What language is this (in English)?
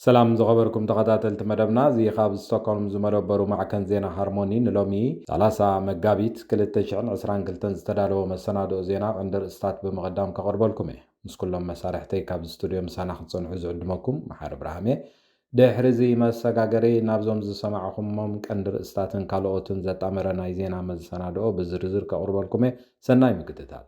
Tigrinya